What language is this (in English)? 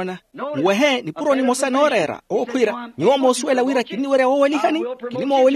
Makhuwa